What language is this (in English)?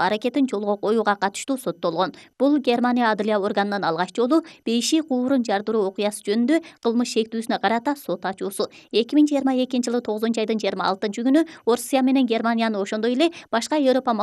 Kyrgyz